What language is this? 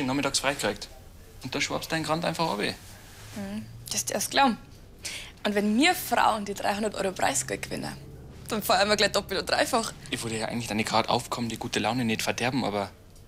Bavarian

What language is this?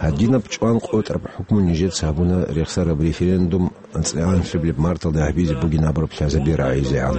Avaric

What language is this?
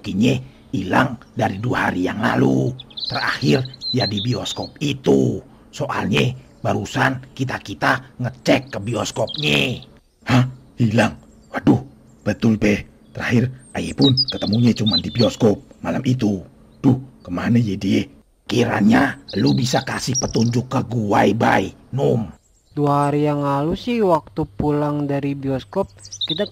Betawi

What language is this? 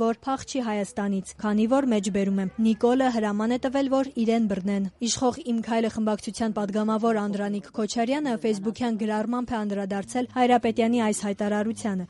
Armenian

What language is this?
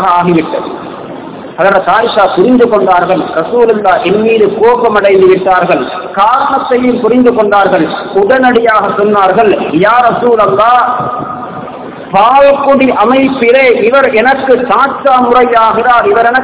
Tamil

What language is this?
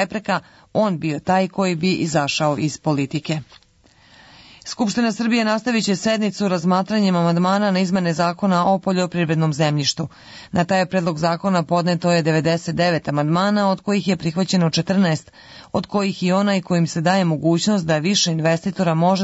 Serbian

